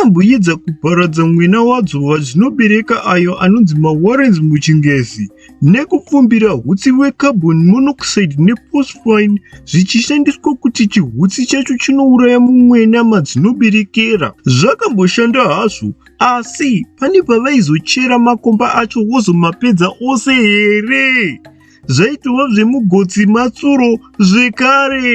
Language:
Shona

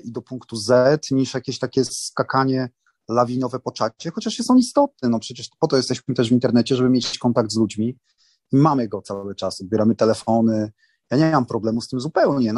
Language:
Polish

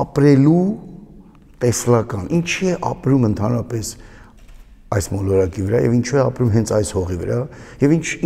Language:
Armenian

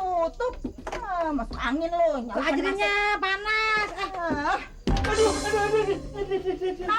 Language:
Betawi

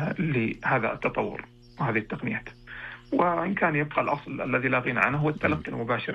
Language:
Arabic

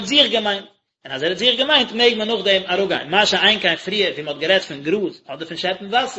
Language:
Yiddish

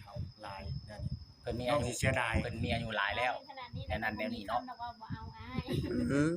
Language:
Northeastern Thai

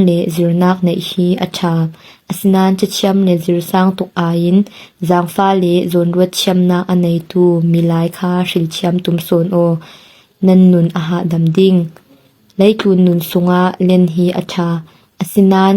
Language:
Falam Chin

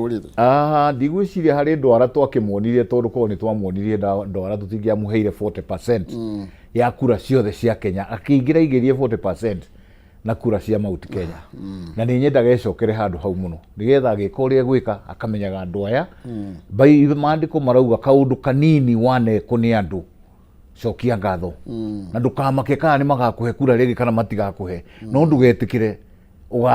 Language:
Kikuyu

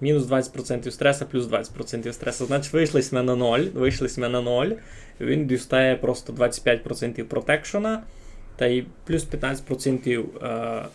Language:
Rusyn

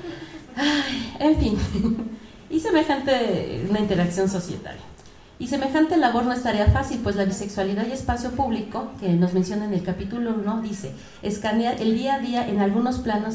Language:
Spanish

